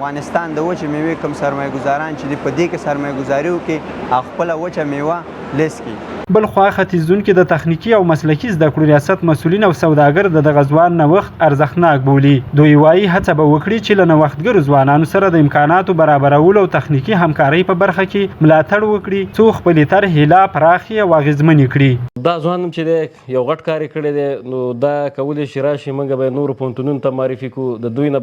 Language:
Pashto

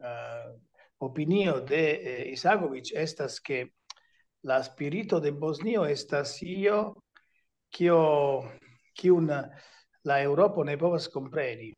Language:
Esperanto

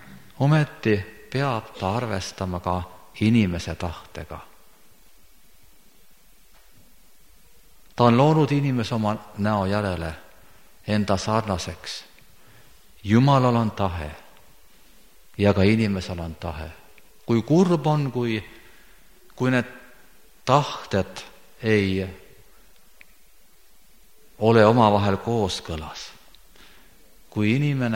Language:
Estonian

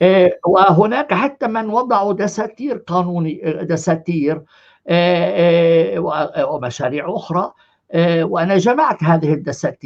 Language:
North Levantine Arabic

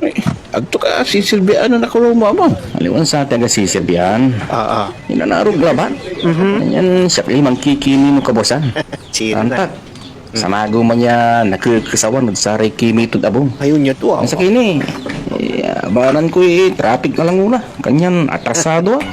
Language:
Pangasinan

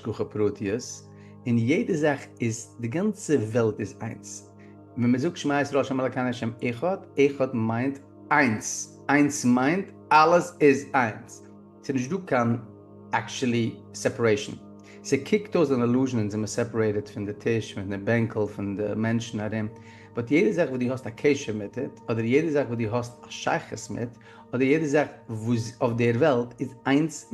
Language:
Yiddish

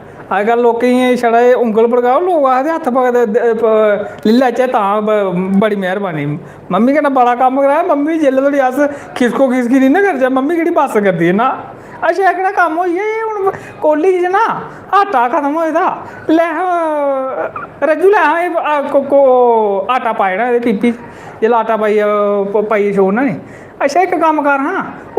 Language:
Dogri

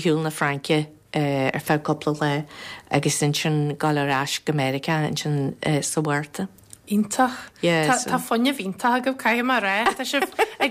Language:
Irish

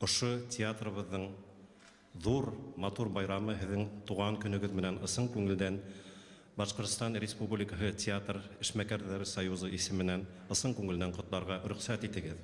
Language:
Bashkir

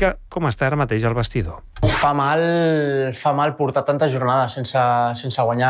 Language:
Catalan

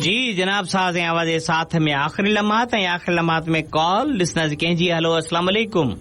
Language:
Sindhi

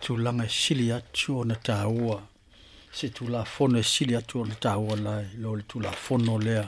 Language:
Samoan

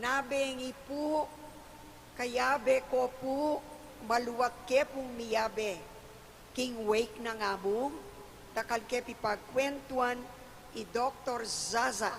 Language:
Pampanga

